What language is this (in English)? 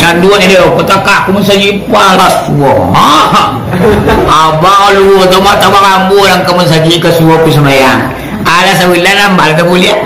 Minangkabau